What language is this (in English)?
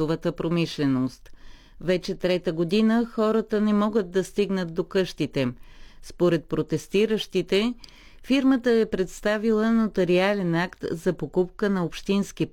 Bulgarian